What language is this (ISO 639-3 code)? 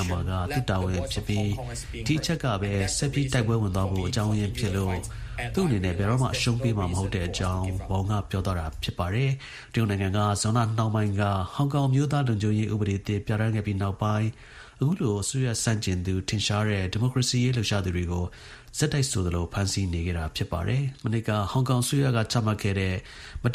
mya